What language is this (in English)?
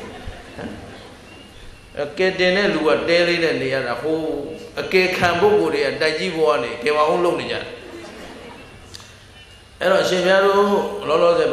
Burmese